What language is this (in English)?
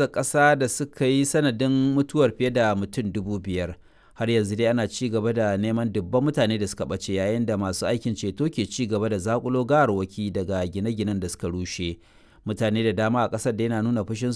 Hausa